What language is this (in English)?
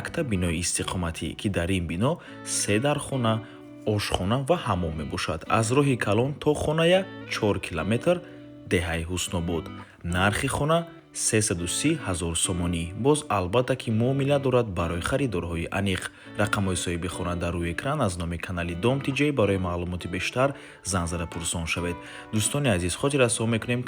Tajik